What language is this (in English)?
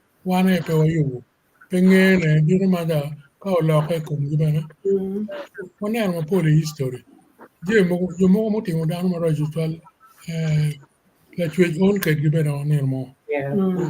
Acoli